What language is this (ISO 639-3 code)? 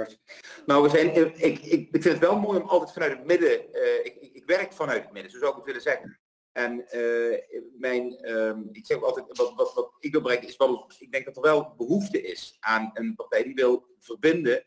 nld